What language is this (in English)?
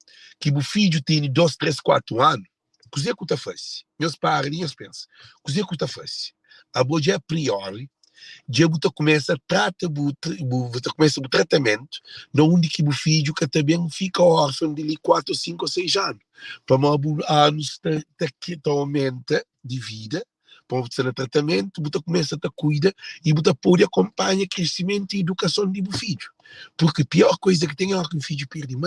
Kabuverdianu